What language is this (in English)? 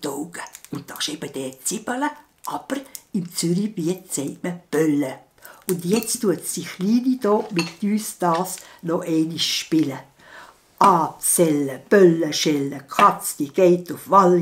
Swiss German